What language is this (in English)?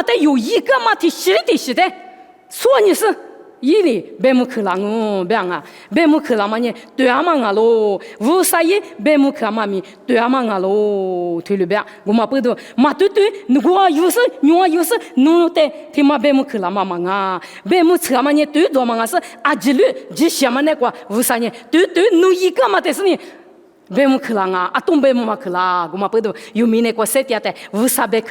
Lisu